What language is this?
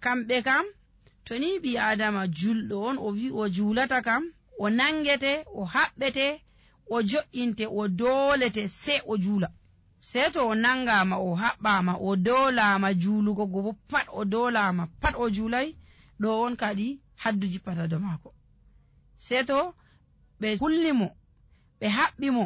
Nigerian Fulfulde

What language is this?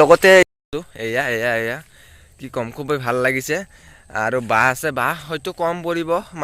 Assamese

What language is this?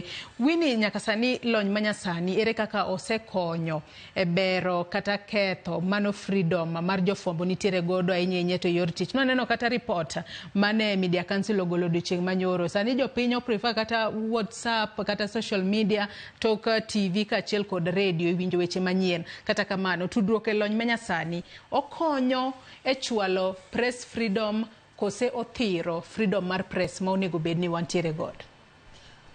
Luo (Kenya and Tanzania)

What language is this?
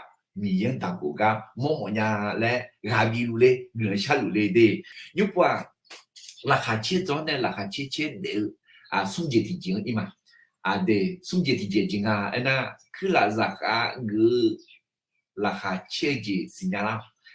Akha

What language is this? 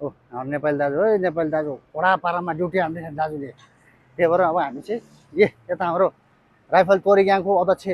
Nepali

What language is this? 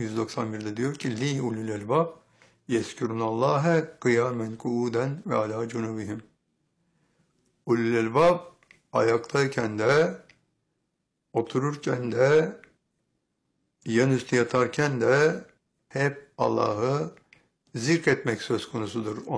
Turkish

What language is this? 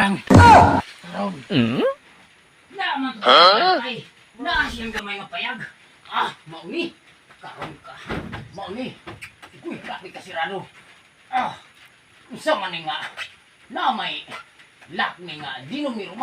Cebuano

